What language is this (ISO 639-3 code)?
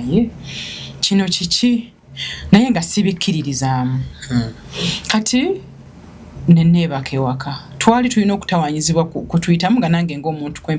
lug